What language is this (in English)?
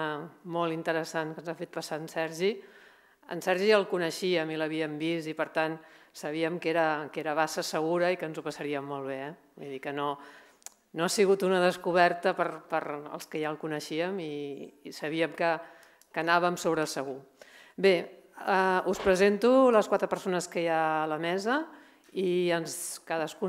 Catalan